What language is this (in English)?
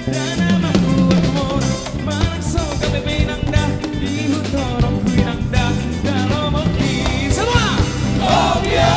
Batak Toba